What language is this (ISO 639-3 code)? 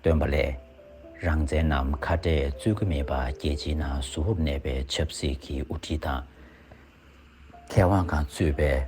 bod